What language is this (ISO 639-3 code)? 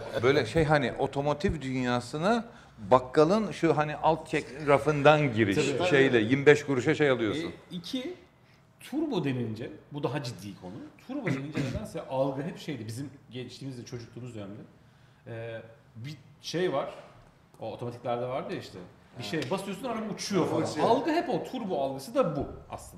tur